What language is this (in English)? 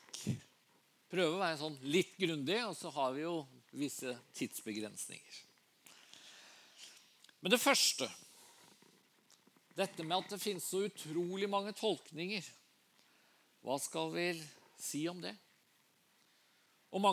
Norwegian